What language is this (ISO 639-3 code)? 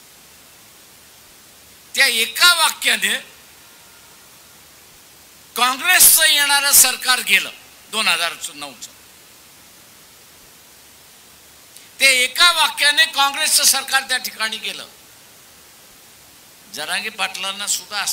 mar